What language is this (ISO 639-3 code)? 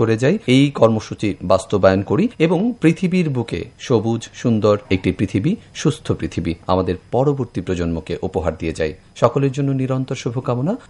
ben